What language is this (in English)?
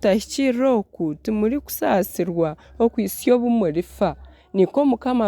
Nyankole